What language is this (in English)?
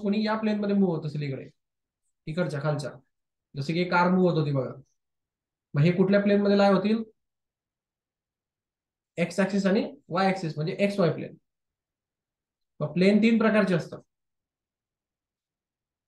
Marathi